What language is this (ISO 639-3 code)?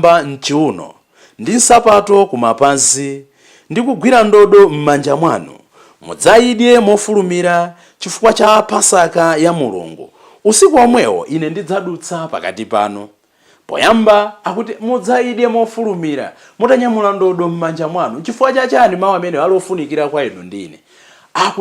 nya